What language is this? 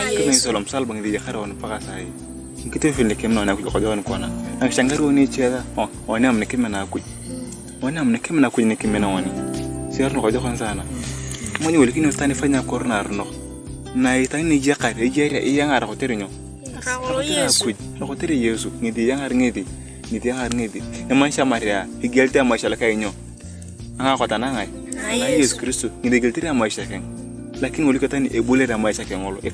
Turkana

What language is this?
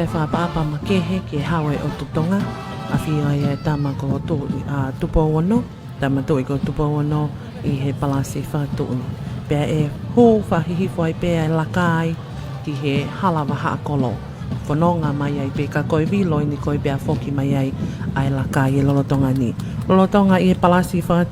Tongan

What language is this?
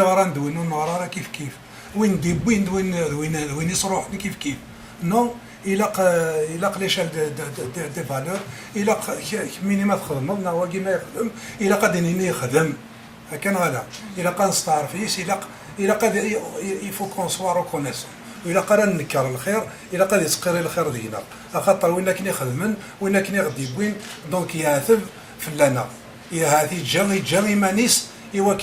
Kabyle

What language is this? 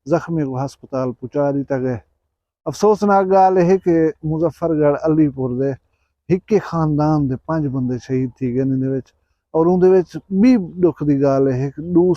Saraiki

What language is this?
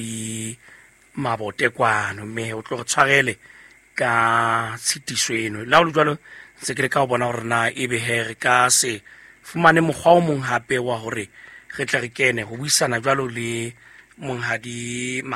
Southern Sotho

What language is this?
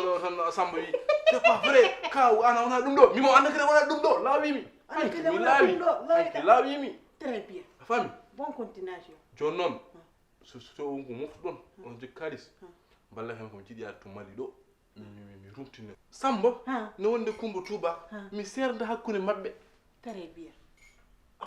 Fula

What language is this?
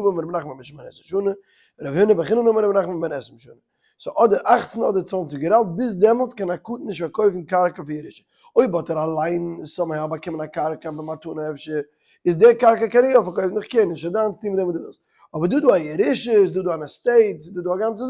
Yiddish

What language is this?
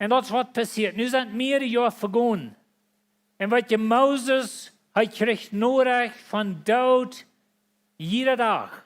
Plautdietsch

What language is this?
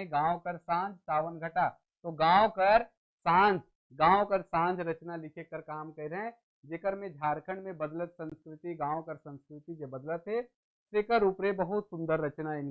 Sadri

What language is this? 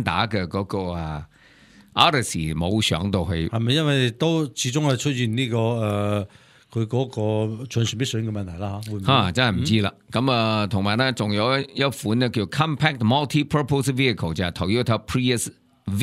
Cantonese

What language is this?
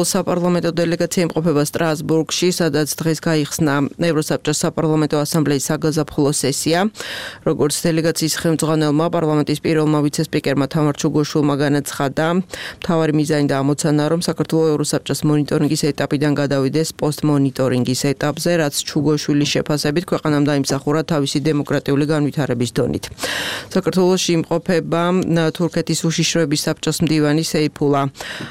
Georgian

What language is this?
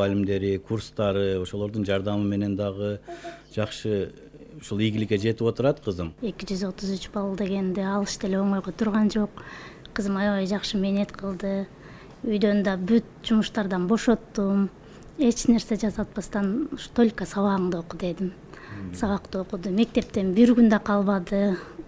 Kyrgyz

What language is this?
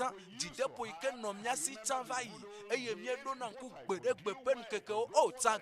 Ewe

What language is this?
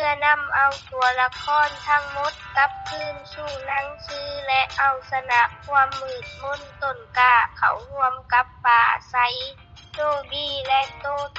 Lao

